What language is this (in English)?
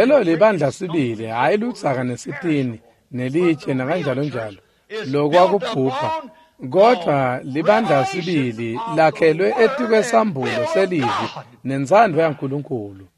Swati